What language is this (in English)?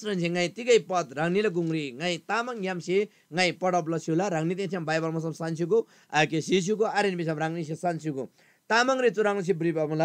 Eastern Tamang